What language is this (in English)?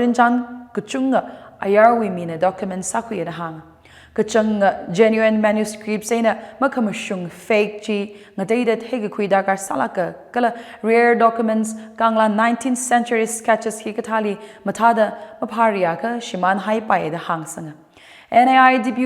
Tangkhul Naga (India)